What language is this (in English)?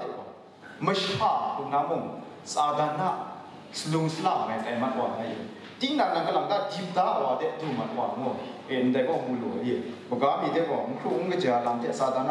Kachin